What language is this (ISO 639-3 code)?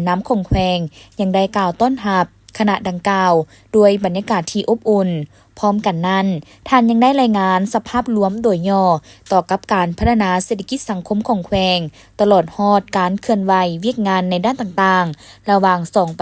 lao